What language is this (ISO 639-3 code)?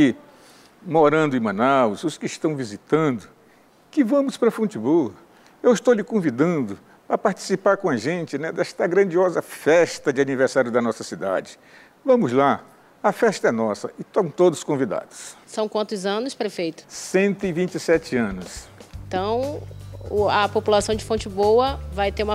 por